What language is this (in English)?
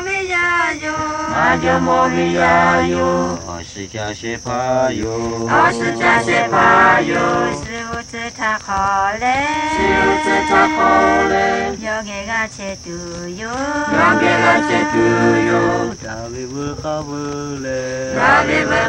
Lahu